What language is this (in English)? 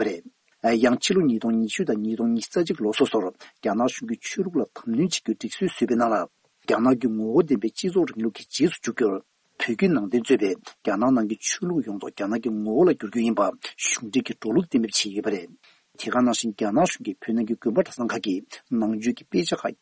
Tibetan